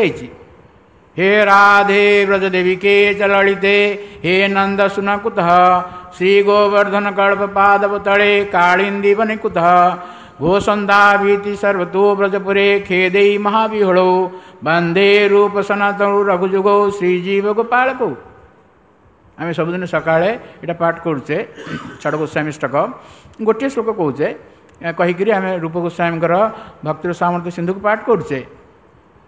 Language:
Odia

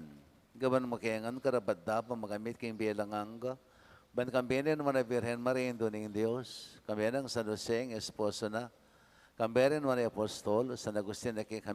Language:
Pampanga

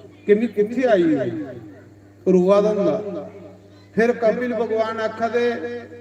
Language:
Dogri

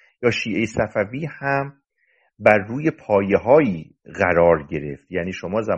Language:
Persian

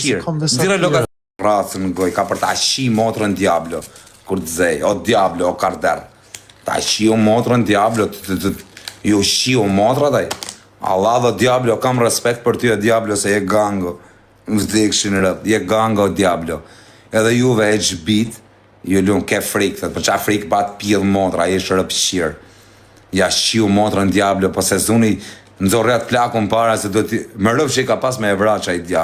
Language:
Albanian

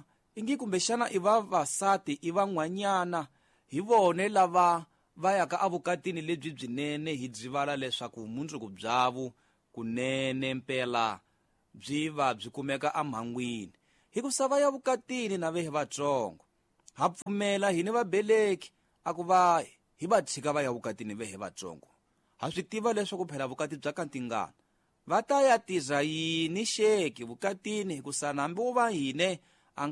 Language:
Tsonga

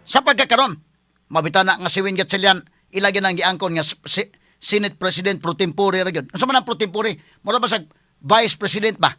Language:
Cebuano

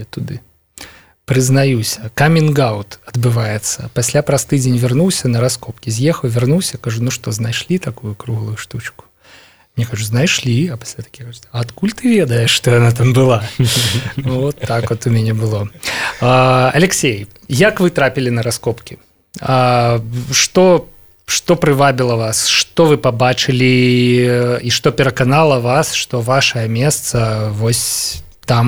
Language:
Belarusian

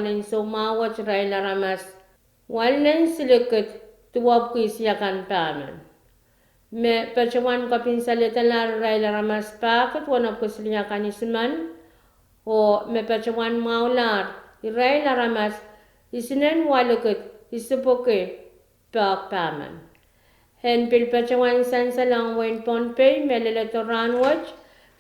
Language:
Pohnpeian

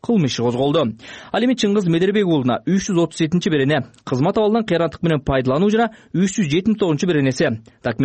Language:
Kyrgyz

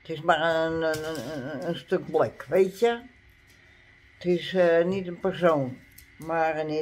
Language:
Dutch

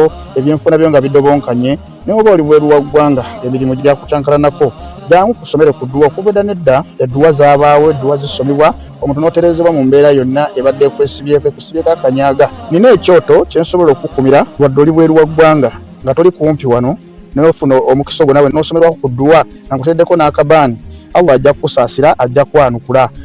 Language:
Ganda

